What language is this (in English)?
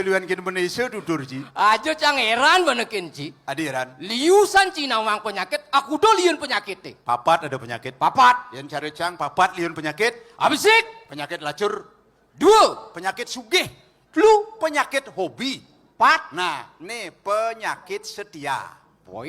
Balinese